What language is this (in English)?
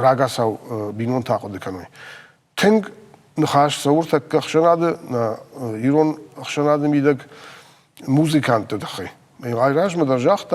Ossetic